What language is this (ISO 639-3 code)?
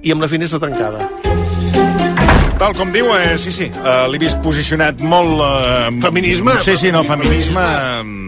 cat